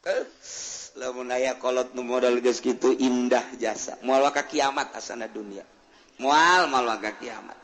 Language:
Sundanese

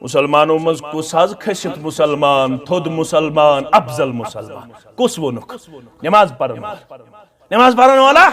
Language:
Kashmiri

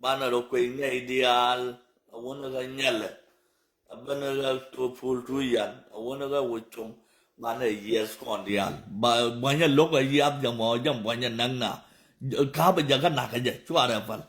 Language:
Nuer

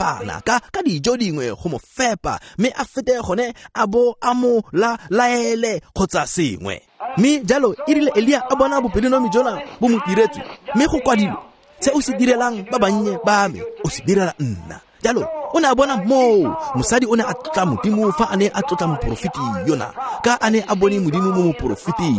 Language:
Tswana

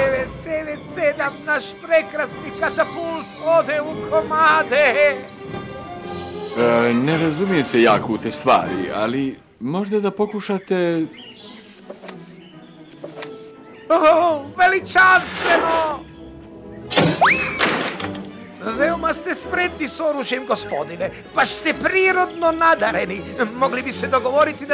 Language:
Croatian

